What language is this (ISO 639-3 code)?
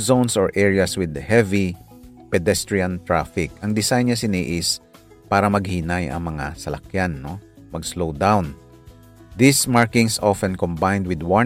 hil